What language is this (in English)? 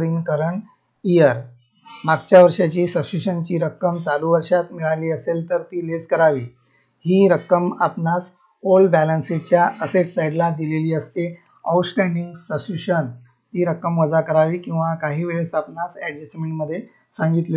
Marathi